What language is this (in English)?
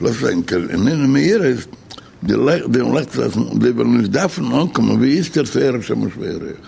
Yiddish